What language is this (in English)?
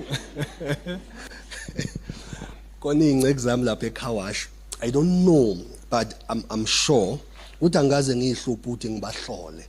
Zulu